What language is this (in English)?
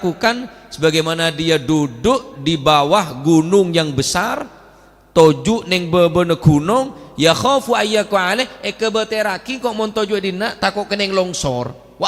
Madurese